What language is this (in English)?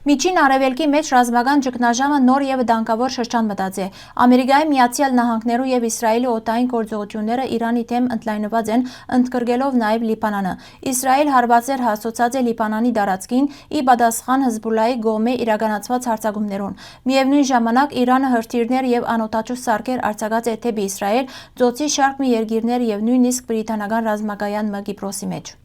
Western Armenian